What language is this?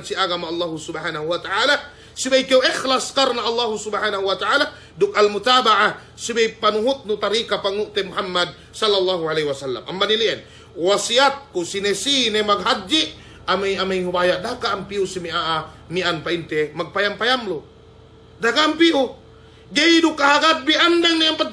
Yakan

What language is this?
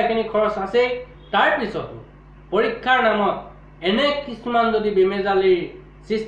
Assamese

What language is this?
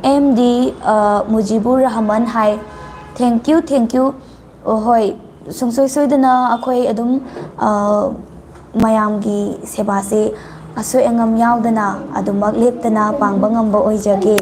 Manipuri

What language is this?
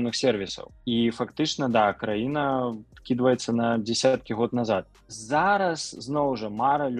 Belarusian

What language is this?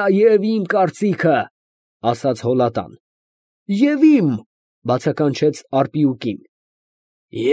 Armenian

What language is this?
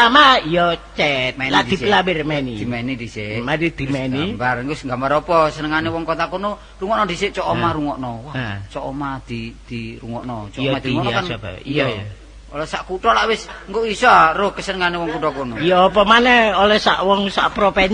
Javanese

